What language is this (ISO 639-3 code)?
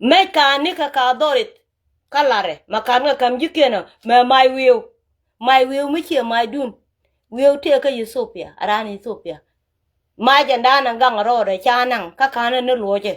nus